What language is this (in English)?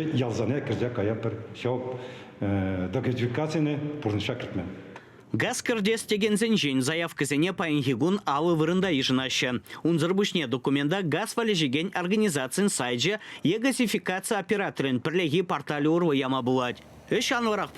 Chuvash